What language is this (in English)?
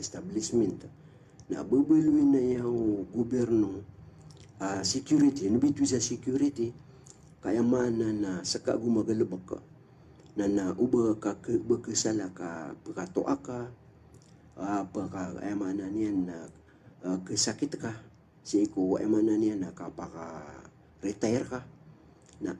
Maranao